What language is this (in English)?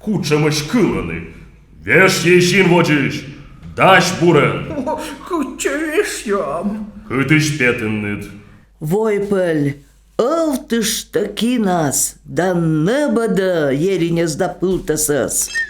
Komi